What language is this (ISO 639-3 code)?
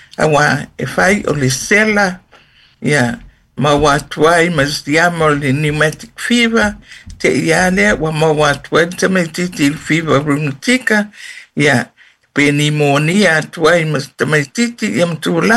smo